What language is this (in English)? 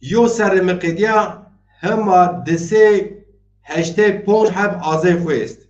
Zaza